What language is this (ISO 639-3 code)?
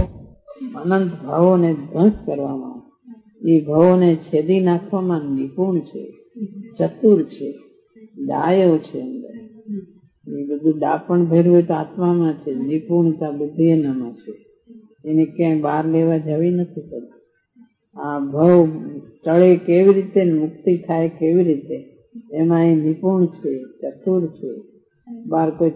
guj